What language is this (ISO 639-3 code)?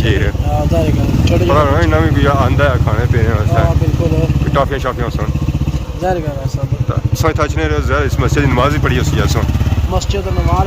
phr